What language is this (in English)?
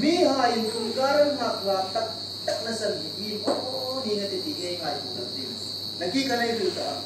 Hmar